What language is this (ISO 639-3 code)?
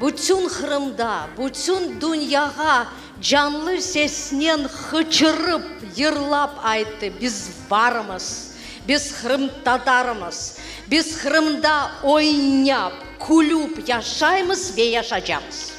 crh